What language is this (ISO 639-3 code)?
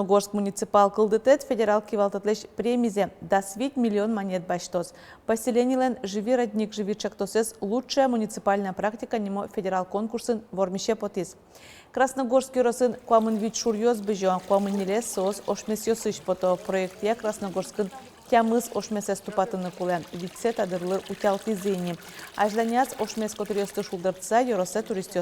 udm